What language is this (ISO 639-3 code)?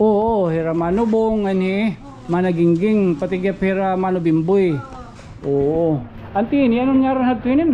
war